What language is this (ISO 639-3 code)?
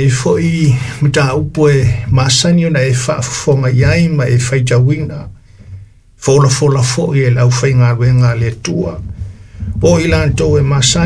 smo